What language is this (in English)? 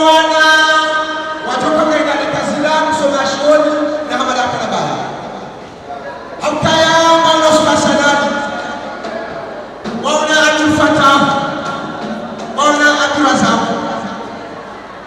Swahili